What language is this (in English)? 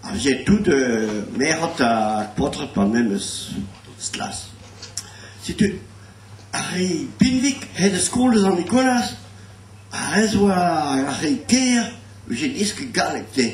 Breton